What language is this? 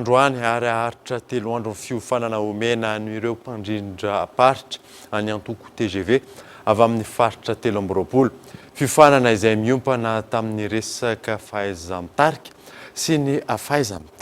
Malagasy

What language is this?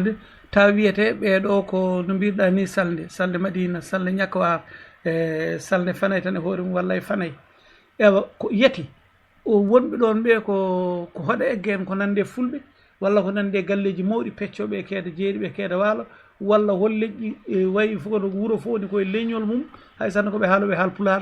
Fula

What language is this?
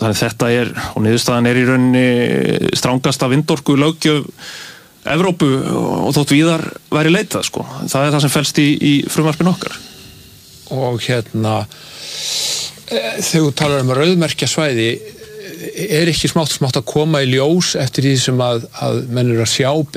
Icelandic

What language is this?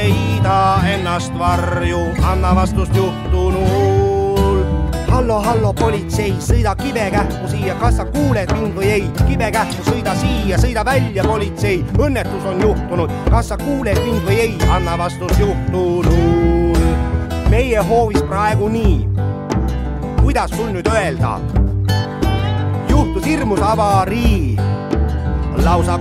Estonian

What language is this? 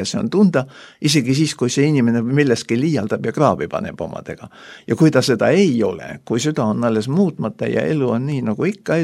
Estonian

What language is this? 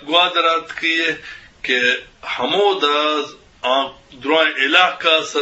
Eastern Balochi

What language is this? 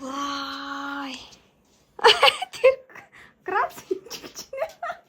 Mongolian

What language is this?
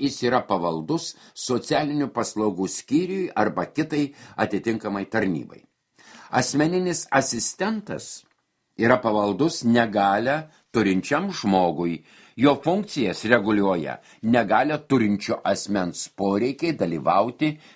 Lithuanian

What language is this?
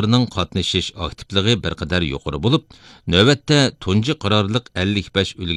Uyghur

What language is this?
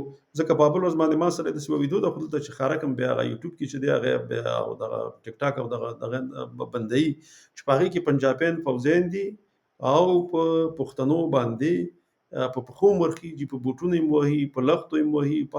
Pashto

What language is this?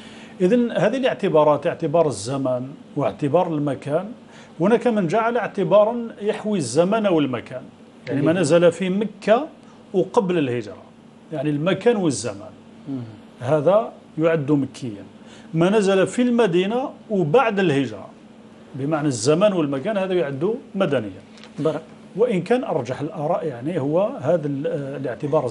Arabic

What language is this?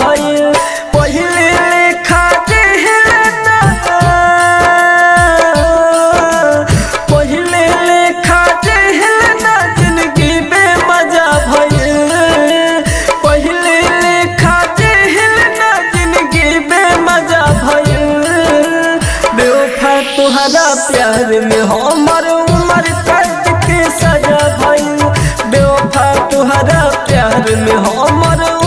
Bhojpuri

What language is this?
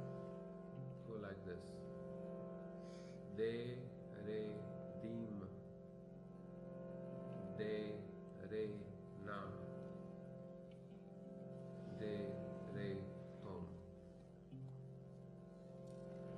Hindi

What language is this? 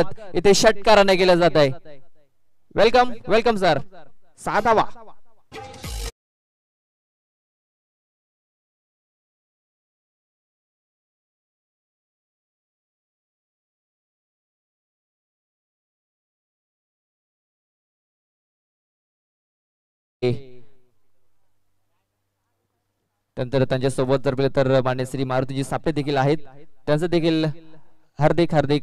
Marathi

